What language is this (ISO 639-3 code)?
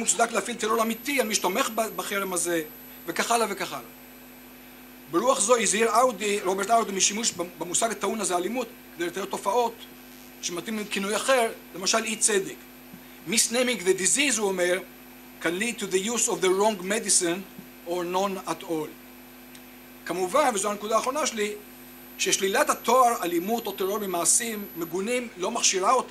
heb